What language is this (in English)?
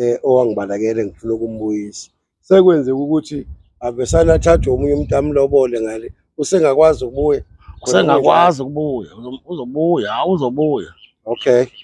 Zulu